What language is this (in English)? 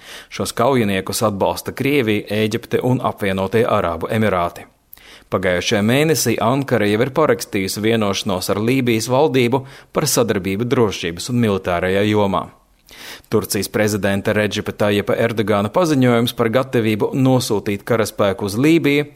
Latvian